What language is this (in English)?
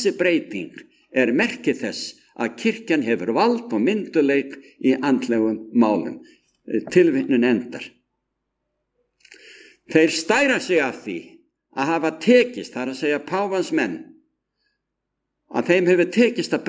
Icelandic